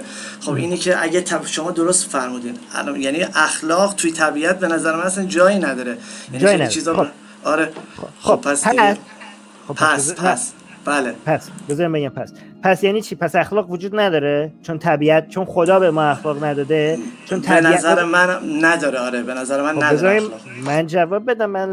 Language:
Persian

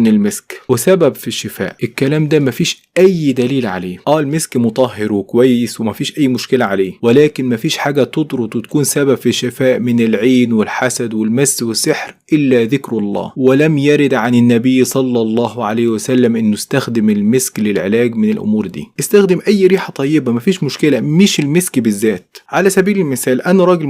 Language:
Egyptian Arabic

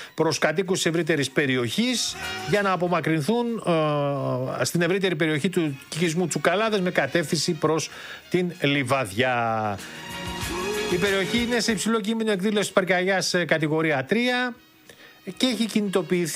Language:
Greek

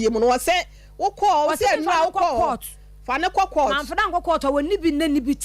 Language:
Akan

